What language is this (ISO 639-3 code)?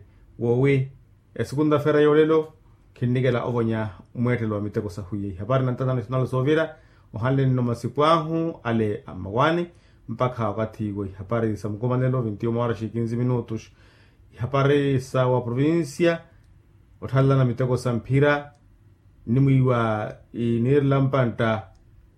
vmw